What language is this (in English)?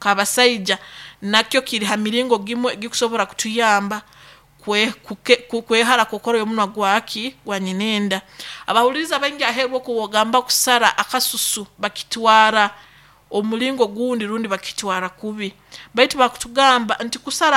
Nyoro